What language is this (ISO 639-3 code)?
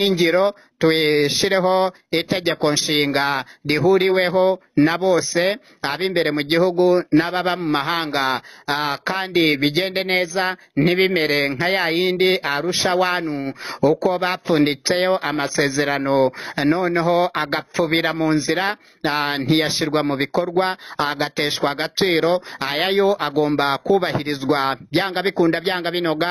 kin